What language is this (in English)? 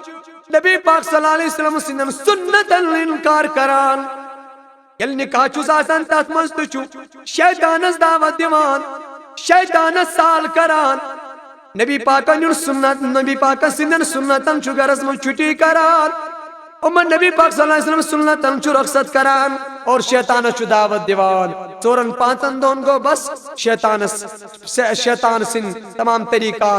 Kashmiri